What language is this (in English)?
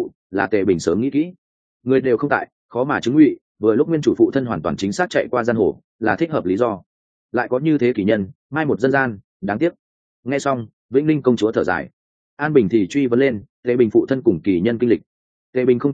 Vietnamese